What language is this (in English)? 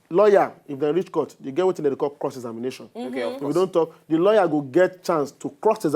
Nigerian Pidgin